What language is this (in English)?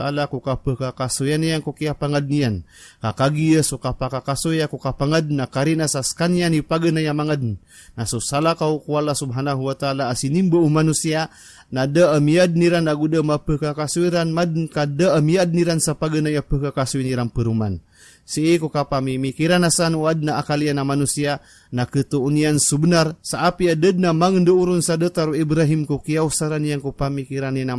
Maranao